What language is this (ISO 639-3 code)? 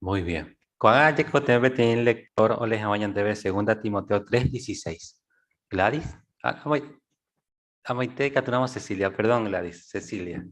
grn